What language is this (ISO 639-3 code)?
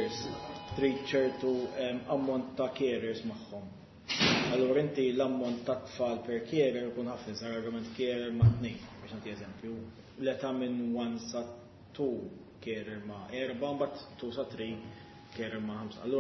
mlt